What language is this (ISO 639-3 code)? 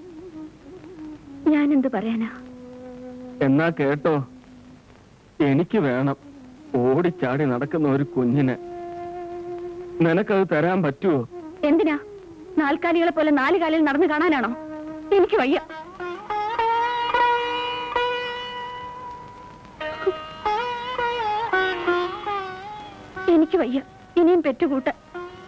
mal